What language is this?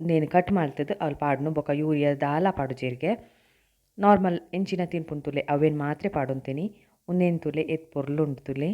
Tulu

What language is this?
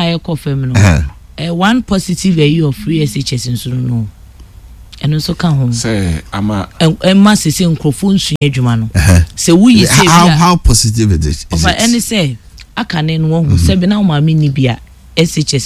Akan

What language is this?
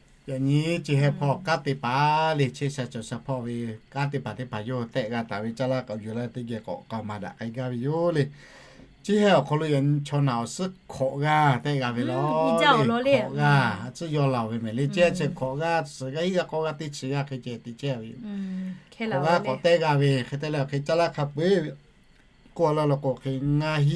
Lahu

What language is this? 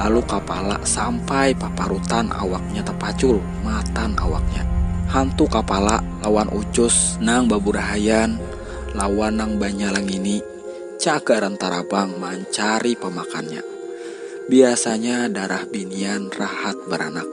Banjar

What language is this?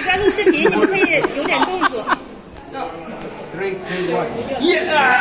Chinese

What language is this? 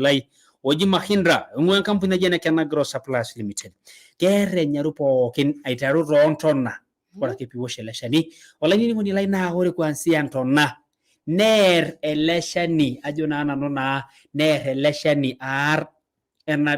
Masai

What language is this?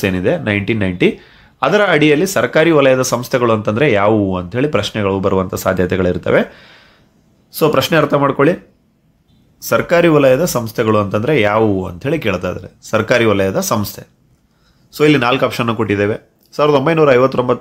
Kannada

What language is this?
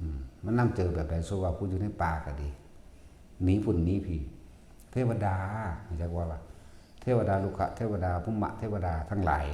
Northeastern Thai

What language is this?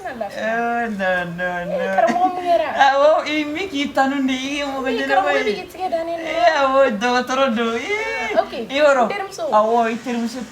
Bambara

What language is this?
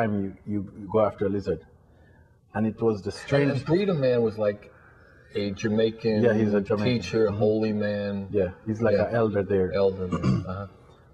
English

